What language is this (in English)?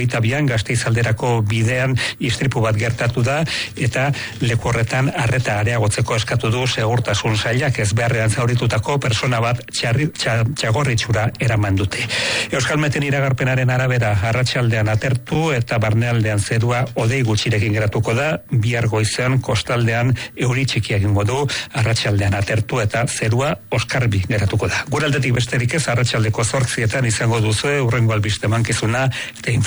Basque